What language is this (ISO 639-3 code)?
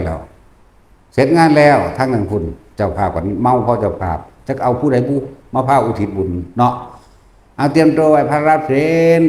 tts